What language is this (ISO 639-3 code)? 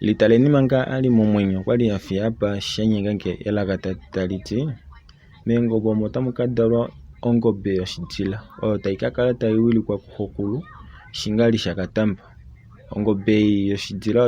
kua